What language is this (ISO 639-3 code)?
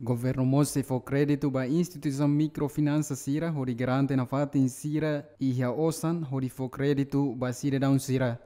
tet